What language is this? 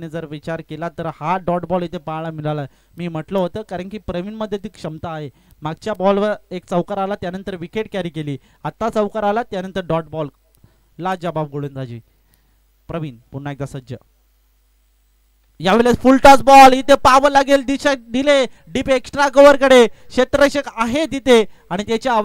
Marathi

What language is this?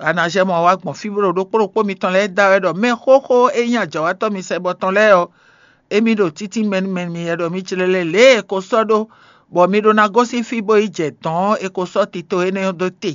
Fon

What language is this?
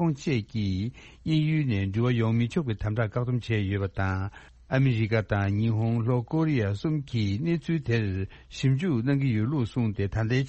Tibetan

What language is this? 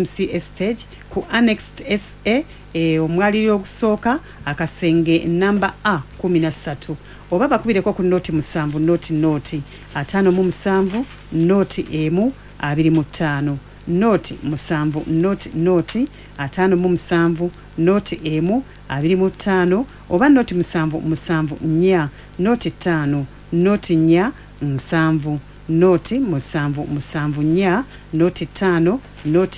Ganda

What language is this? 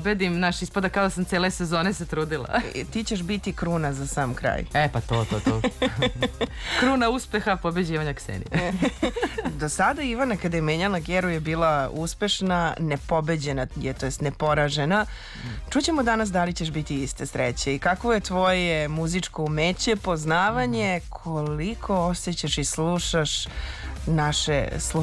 Serbian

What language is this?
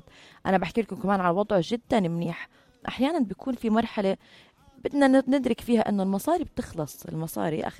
North Levantine Arabic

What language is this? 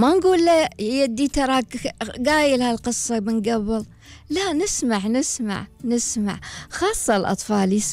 Gulf Arabic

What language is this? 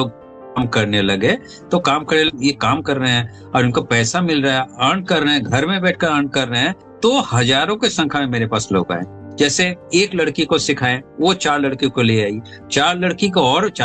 Hindi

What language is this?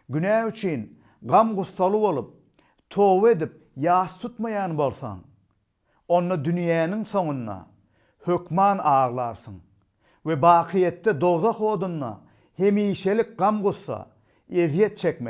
Turkmen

